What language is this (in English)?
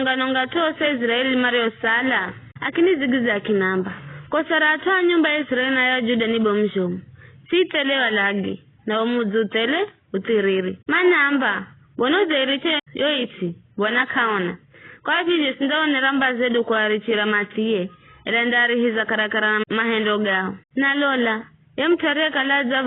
Giryama